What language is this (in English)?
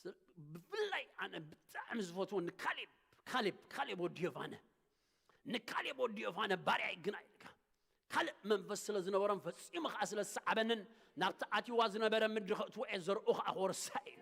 Tigrinya